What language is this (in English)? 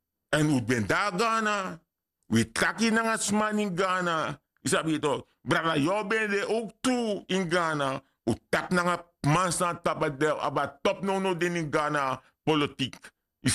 Sranan Tongo